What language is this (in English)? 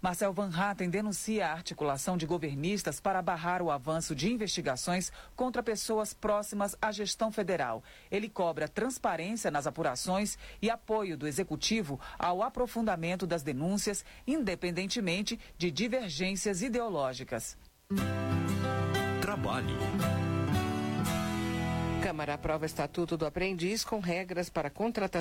Portuguese